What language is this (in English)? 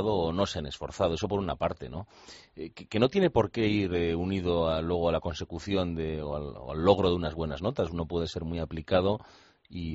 Spanish